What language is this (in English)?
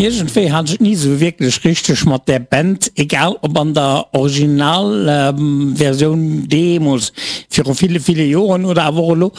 Luxembourgish